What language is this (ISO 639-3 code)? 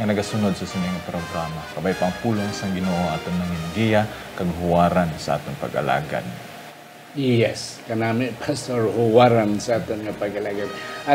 hil